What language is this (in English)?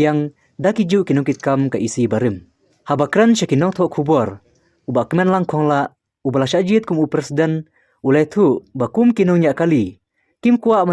Khasi